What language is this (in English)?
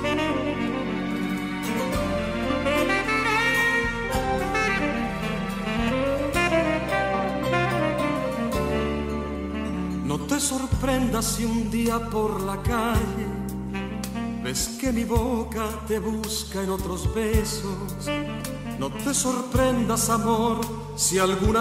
Spanish